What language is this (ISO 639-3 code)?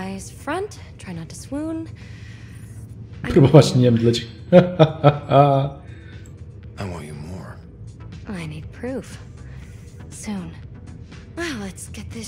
pol